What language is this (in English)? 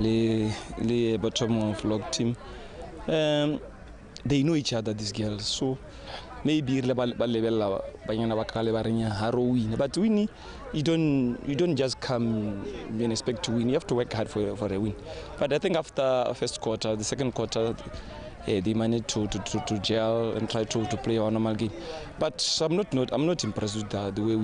Tswana